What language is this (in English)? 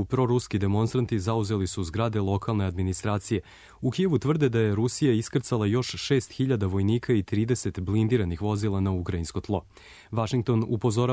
Serbian